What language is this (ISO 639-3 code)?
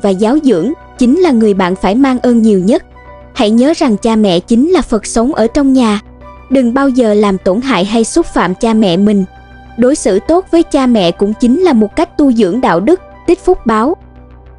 vie